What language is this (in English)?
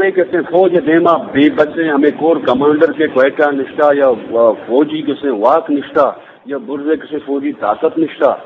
Eastern Balochi